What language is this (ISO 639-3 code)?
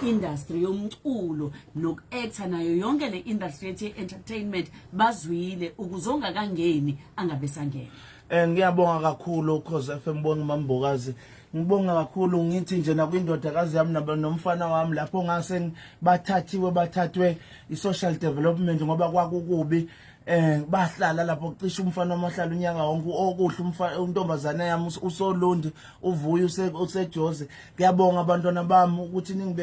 zul